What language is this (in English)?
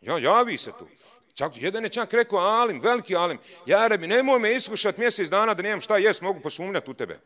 Bosnian